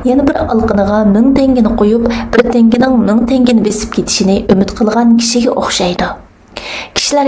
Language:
Uyghur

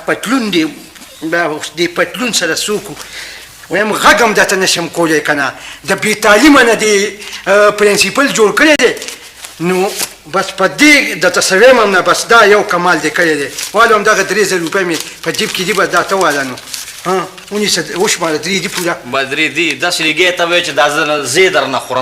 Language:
Pashto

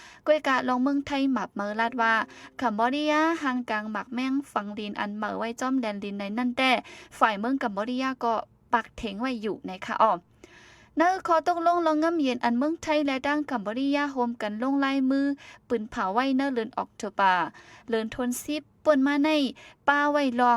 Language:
Shan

